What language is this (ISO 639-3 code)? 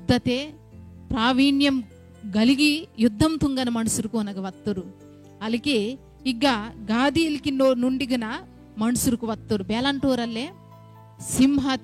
kff